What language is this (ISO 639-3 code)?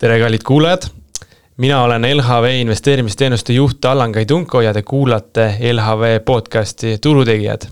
est